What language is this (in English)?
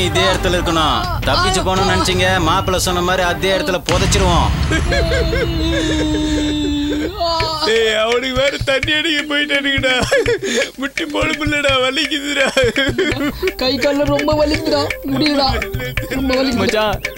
Tamil